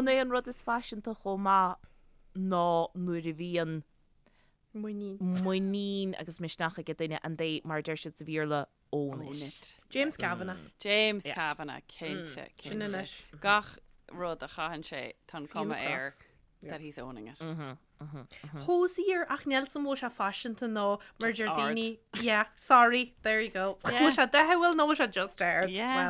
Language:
Irish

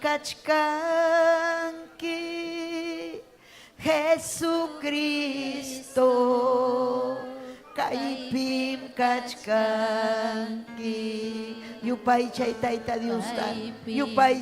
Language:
Ayacucho Quechua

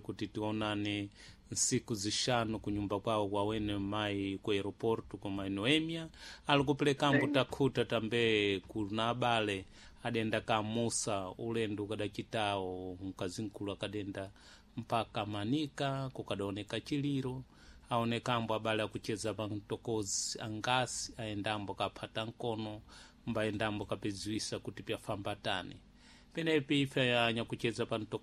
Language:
Sena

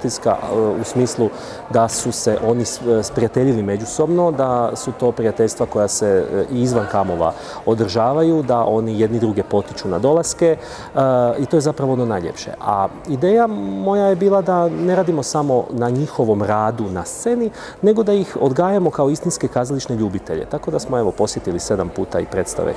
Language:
Croatian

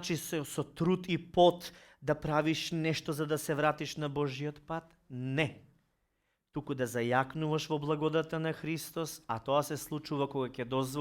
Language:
Macedonian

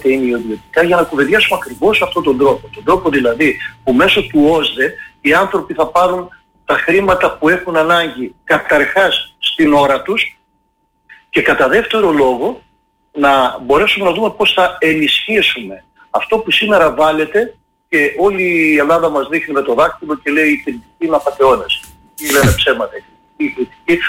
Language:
Greek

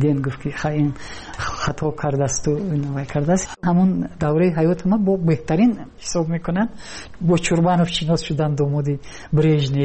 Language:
Tajik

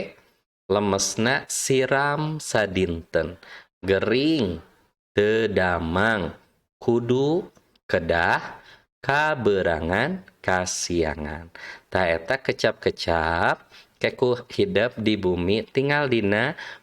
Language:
Sundanese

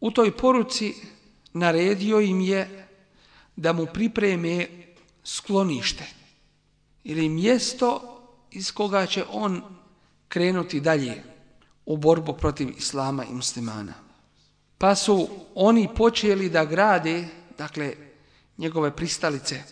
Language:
Bosnian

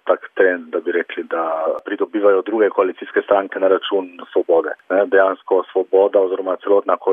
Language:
Slovenian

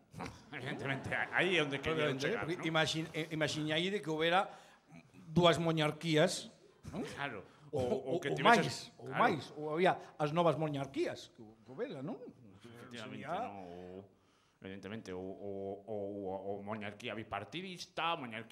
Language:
Galician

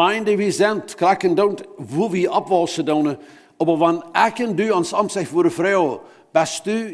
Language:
Plautdietsch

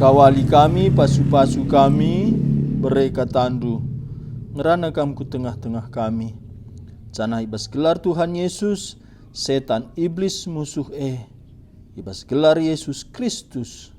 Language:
Batak Karo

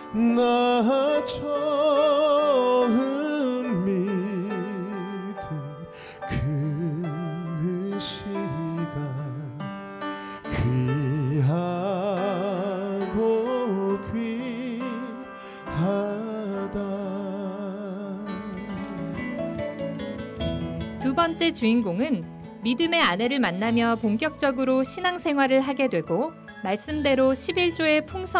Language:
Korean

